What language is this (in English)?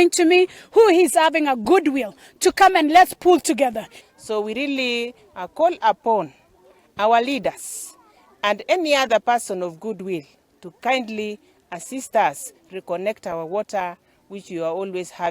Gusii